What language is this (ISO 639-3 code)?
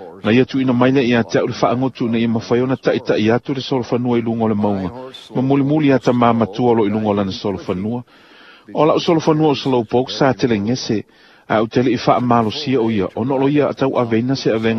smo